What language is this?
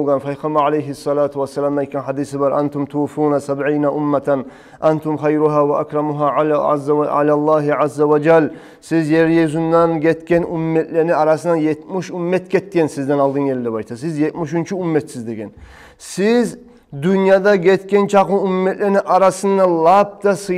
Kumyk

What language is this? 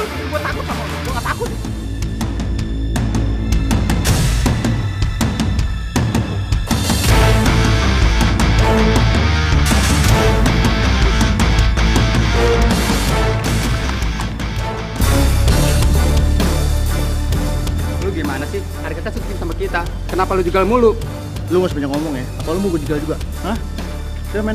Indonesian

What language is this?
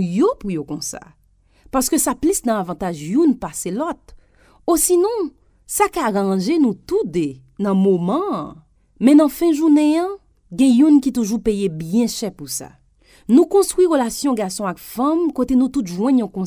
Haitian Creole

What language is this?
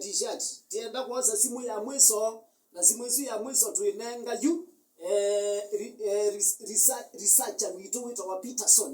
Kamba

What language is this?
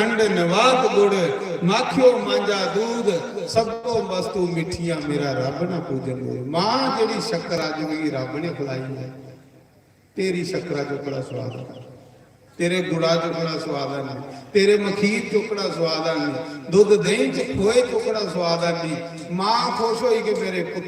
Dogri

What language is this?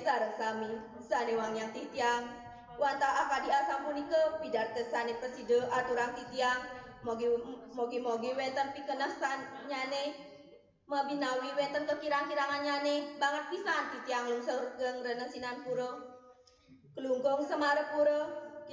Balinese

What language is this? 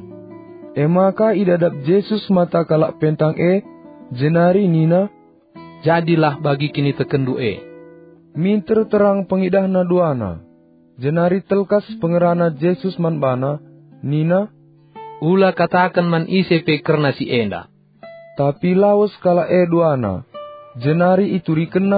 Batak Karo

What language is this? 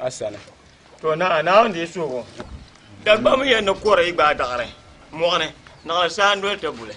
Dagbani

